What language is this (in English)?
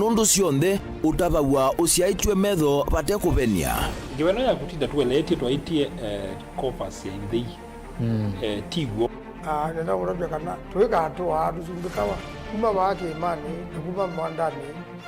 Kamba